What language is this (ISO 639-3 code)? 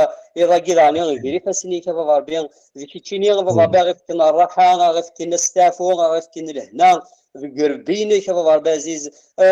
kab